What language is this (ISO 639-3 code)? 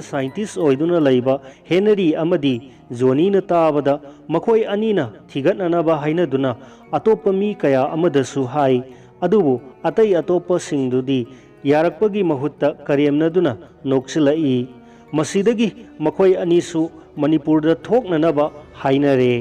mni